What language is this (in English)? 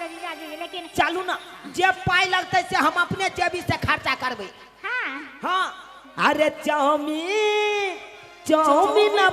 Maithili